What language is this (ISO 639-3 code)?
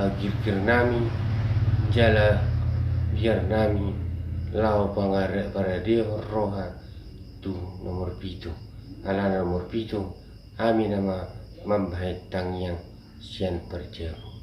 bbc